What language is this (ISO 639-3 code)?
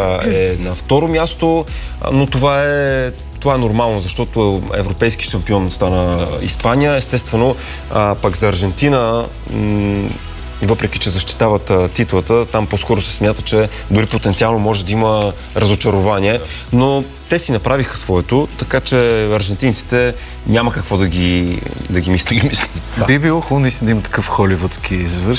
bul